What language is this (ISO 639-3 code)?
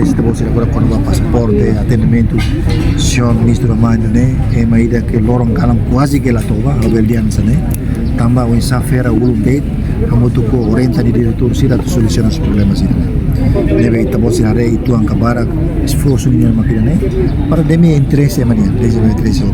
tet